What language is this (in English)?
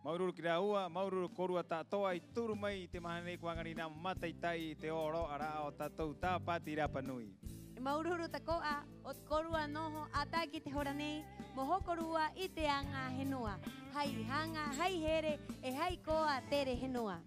Rapanui